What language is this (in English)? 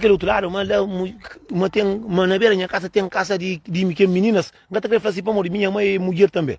Kabuverdianu